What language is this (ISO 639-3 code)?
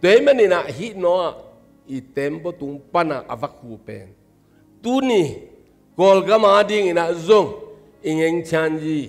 ctd